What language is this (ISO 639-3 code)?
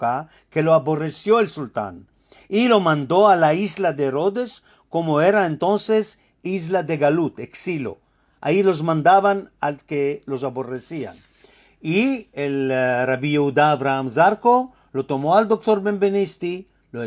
lad